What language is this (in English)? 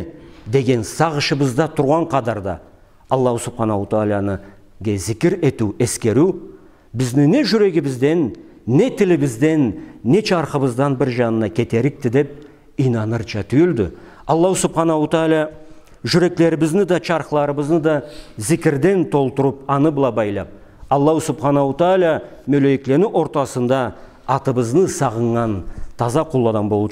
Karachay-Balkar